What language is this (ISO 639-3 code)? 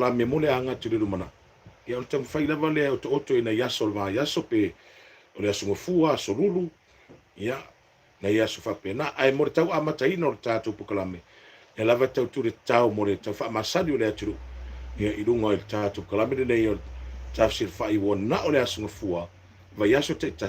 smo